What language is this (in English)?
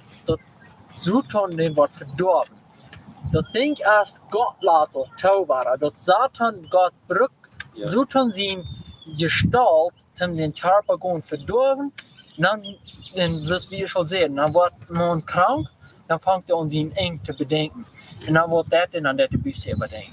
Plautdietsch